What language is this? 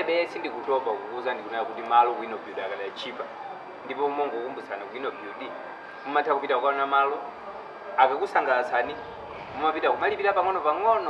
Nyanja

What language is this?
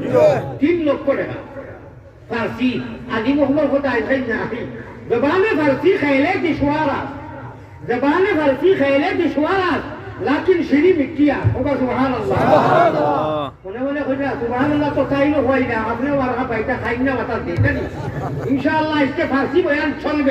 Sylheti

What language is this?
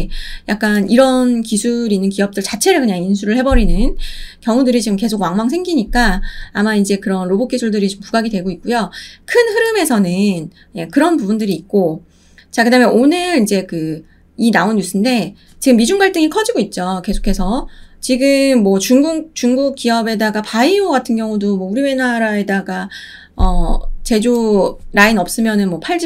Korean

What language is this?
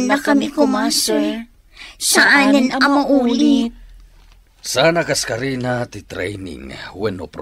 Iloko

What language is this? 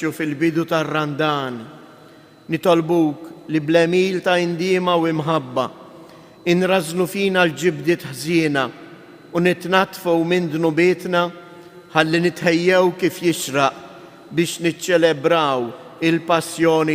Maltese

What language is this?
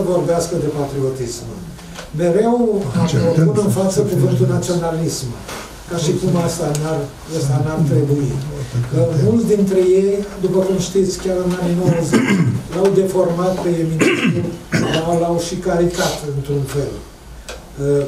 Romanian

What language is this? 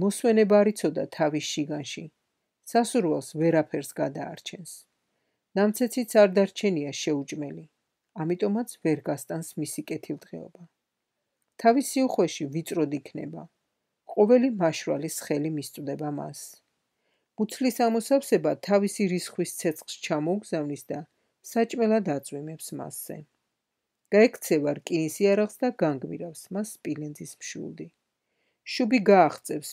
Georgian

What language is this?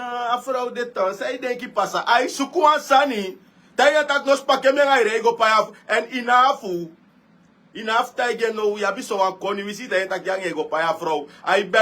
Sranan Tongo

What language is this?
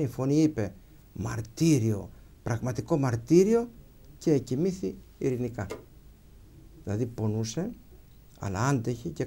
Greek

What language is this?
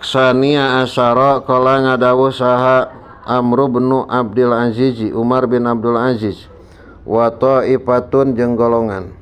Sundanese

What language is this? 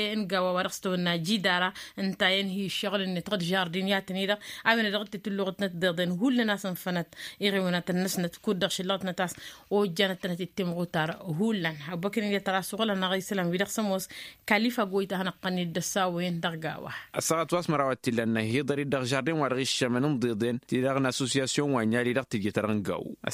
Tamasheq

